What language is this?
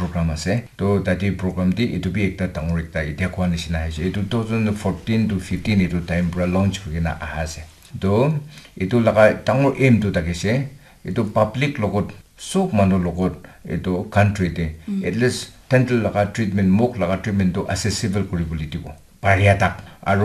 Naga Pidgin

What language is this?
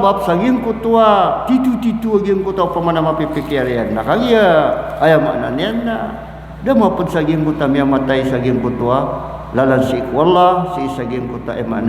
Maranao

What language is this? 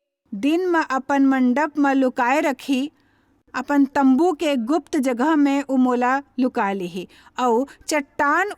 Chhattisgarhi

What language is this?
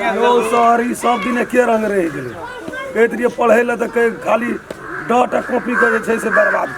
Maithili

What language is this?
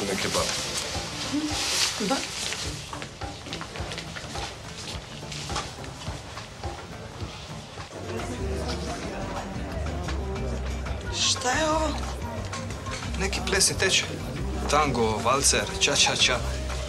Croatian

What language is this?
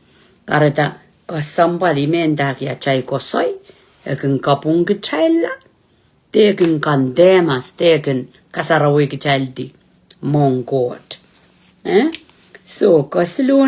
Pohnpeian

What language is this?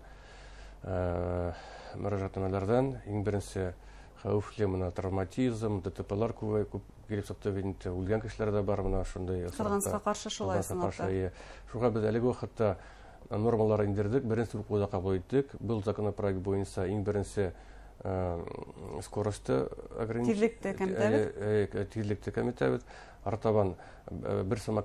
Bashkir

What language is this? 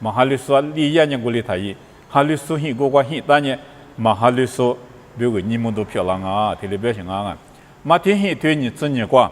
Lisu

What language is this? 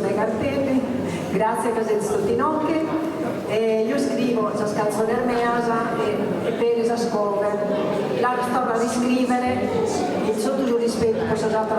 Sardinian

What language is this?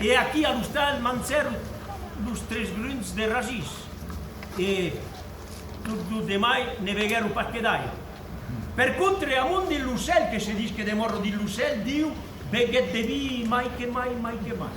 Occitan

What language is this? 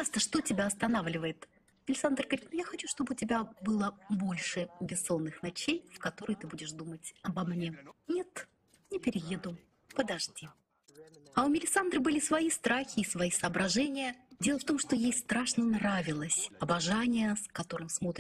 Russian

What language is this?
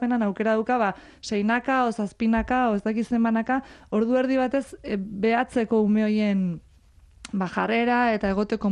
Basque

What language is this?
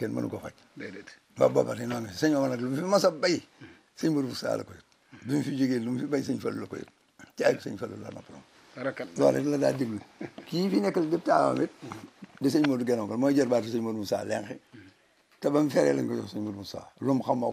Wolof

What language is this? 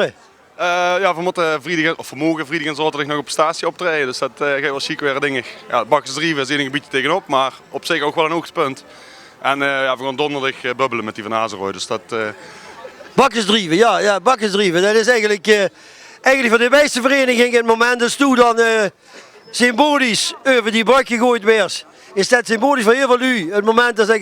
Limburgish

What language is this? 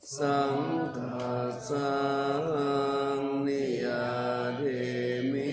Pali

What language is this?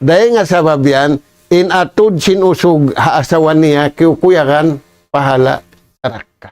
Tausug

